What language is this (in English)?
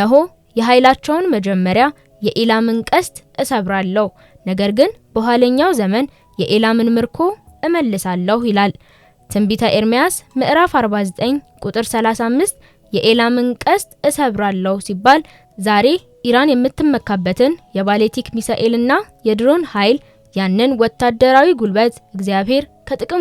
Amharic